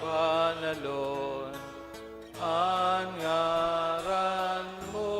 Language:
Bikol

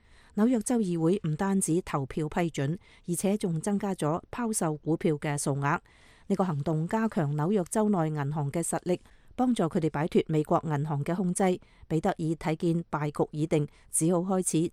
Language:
Cantonese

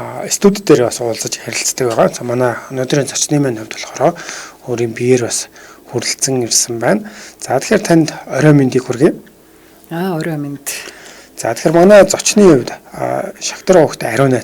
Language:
Mongolian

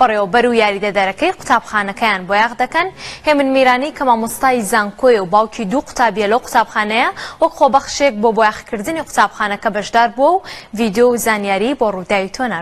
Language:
Central Kurdish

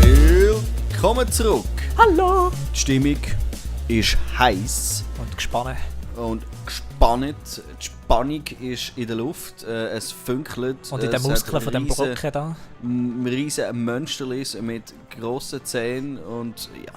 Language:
Swiss German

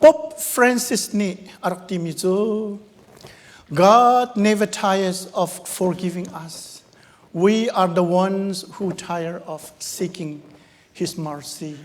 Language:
Hakha Chin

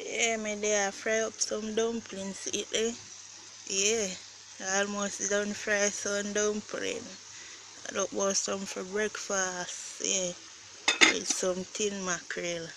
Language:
Jamaican Creole English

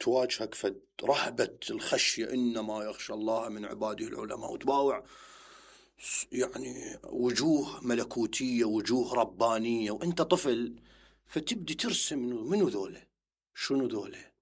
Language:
Mesopotamian Arabic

